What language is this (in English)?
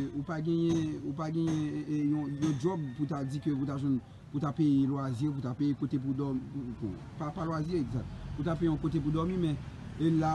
Haitian Creole